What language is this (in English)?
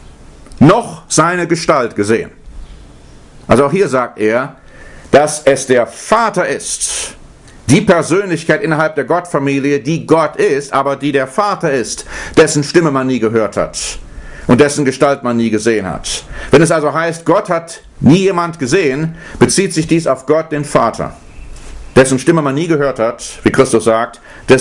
German